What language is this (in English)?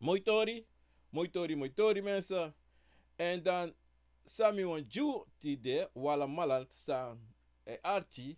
Sranan Tongo